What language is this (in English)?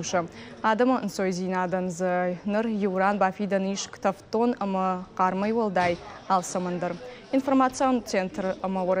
Ossetic